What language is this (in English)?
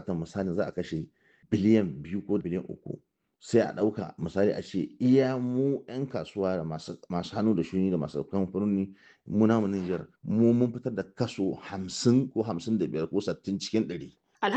Hausa